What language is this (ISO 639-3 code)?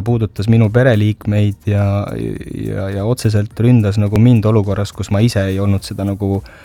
est